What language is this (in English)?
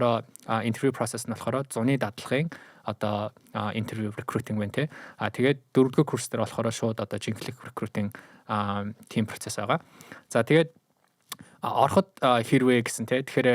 Mongolian